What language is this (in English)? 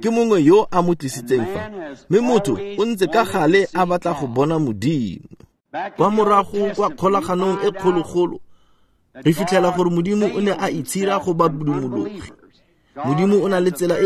Tswana